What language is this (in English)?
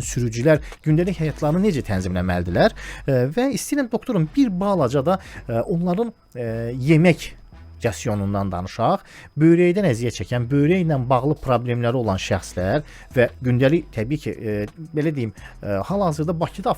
Azerbaijani